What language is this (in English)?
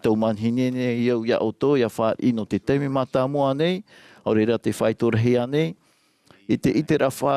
Tahitian